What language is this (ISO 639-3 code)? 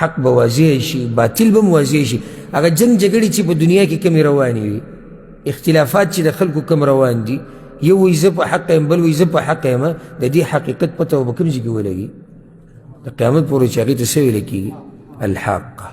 pus